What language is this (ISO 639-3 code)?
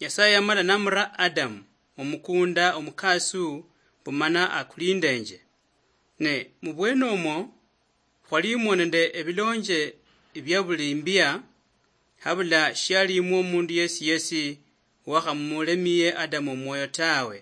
luy